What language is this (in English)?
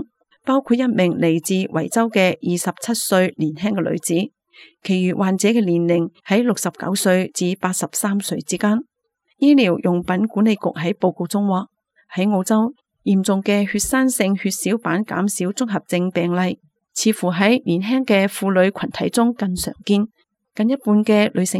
Cantonese